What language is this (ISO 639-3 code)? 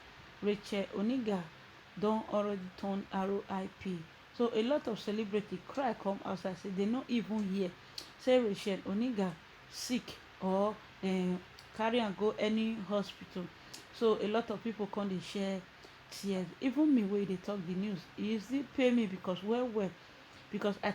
pcm